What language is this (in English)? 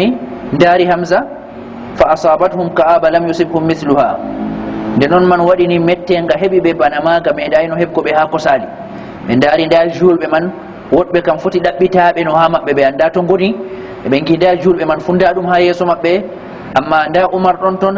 Fula